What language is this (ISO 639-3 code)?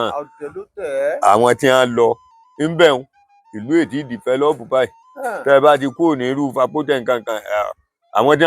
yor